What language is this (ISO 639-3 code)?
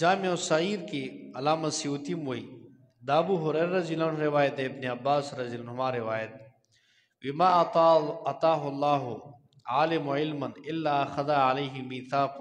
pus